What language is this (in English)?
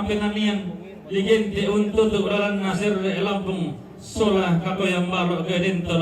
Toraja-Sa'dan